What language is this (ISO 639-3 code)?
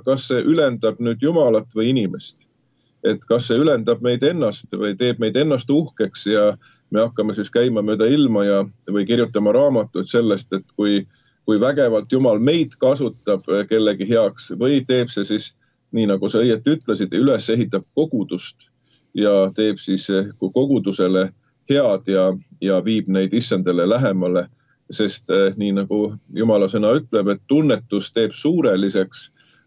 est